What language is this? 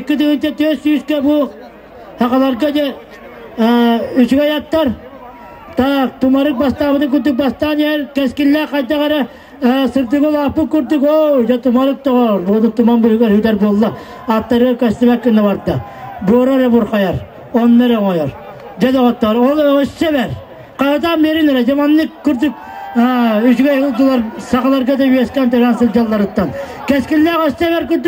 Yakut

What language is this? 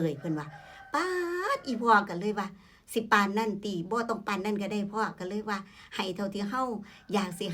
Northeastern Thai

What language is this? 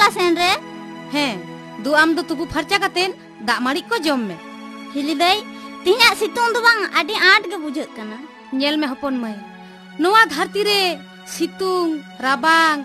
Santali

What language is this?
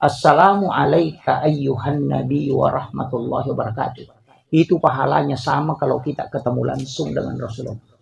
Buginese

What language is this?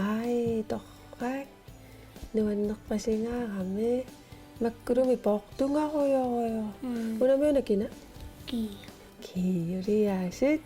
Kalaallisut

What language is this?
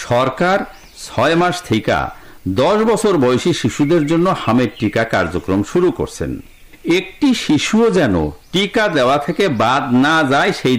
Bangla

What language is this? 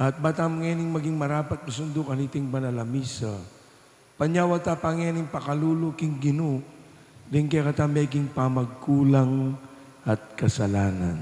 Pampanga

